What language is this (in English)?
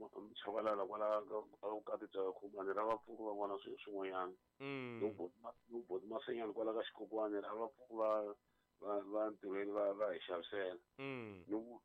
Tsonga